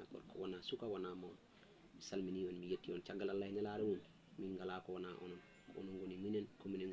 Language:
Fula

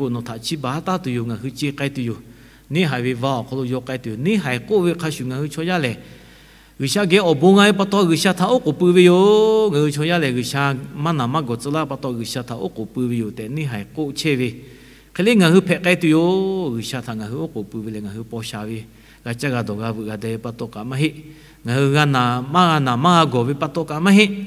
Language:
Lahu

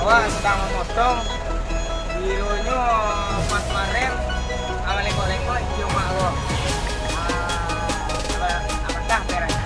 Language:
Minangkabau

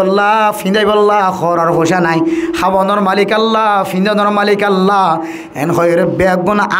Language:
Rohingya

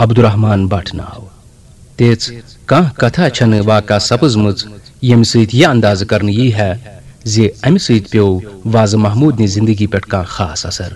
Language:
Kashmiri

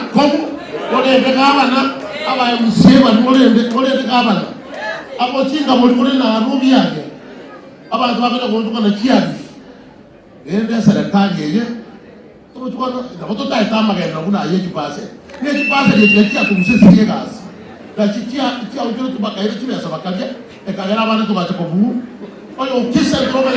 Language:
Gusii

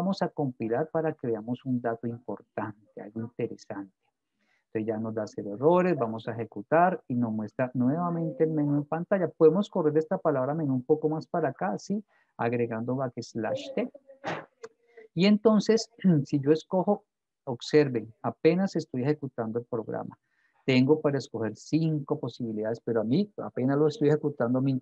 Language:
Spanish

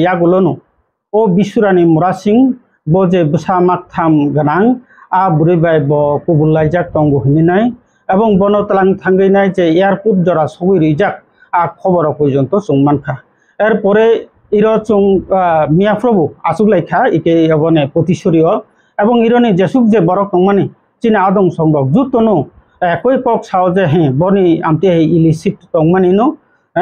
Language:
Kok Borok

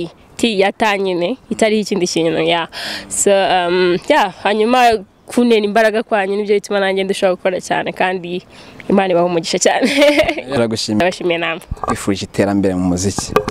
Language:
Kinyarwanda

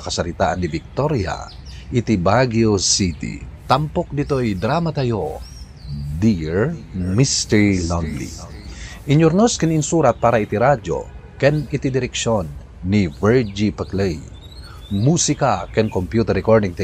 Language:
Iloko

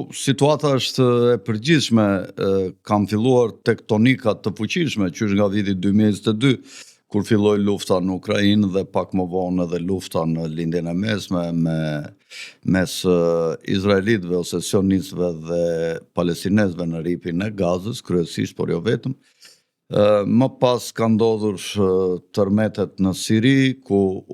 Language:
Albanian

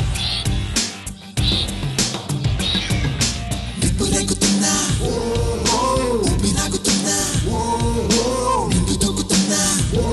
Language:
Telugu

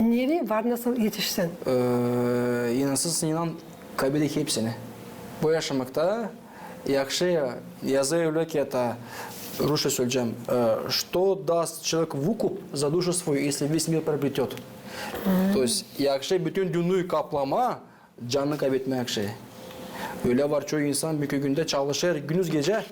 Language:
Gagauz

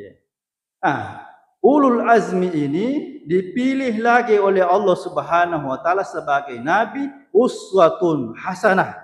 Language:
Buginese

